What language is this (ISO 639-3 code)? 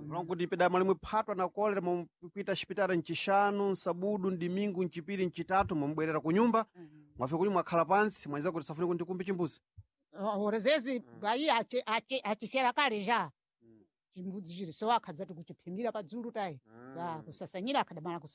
seh